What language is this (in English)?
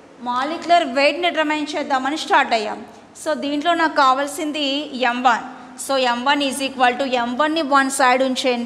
Telugu